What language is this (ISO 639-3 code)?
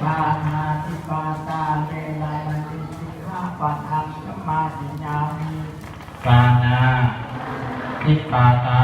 pli